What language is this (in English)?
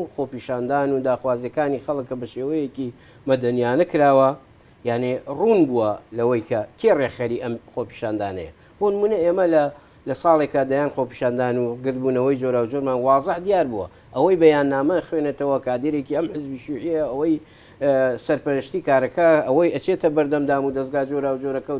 Central Kurdish